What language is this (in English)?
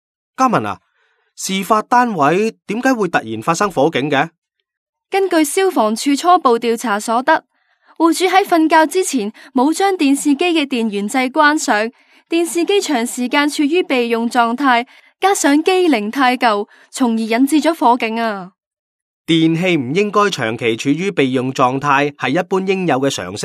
Cantonese